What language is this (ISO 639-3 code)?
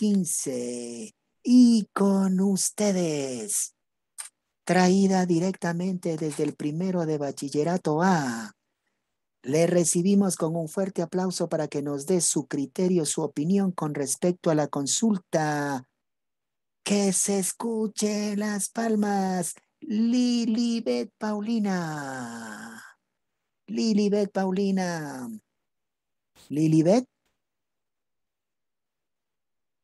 spa